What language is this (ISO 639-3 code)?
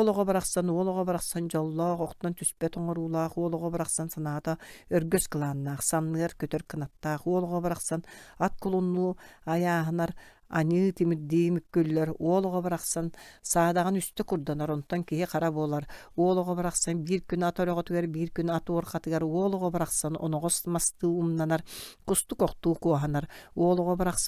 sah